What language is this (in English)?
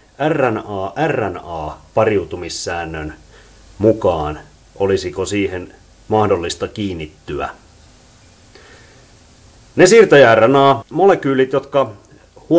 Finnish